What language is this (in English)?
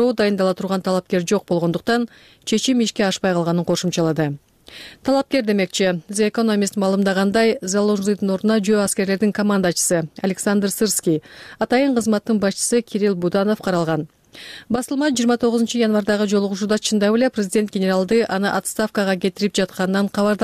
Kyrgyz